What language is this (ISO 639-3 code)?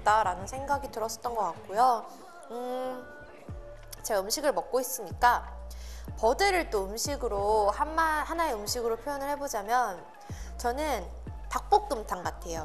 kor